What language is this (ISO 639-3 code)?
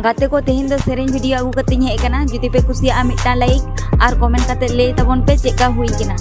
sat